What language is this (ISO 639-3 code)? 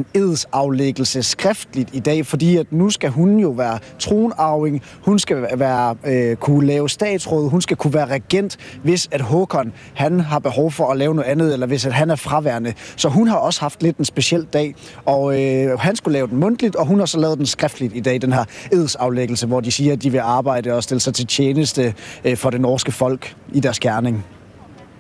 dan